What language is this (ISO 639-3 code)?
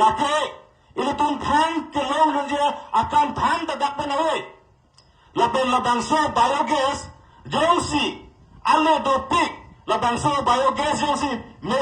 mjw